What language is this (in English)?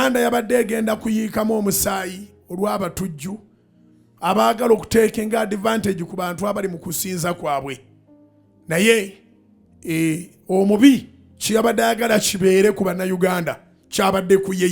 Ganda